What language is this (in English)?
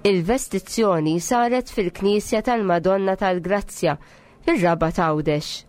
Maltese